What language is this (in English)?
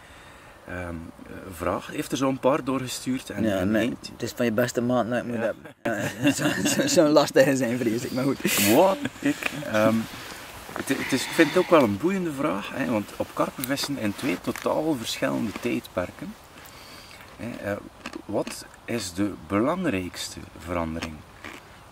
Dutch